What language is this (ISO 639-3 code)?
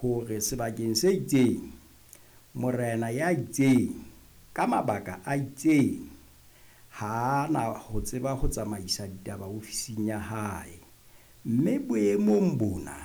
sot